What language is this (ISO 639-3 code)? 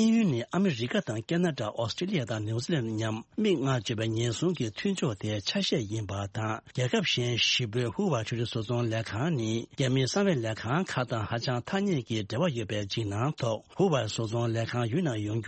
bod